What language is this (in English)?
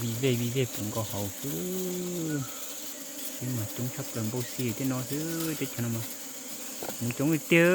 Hmong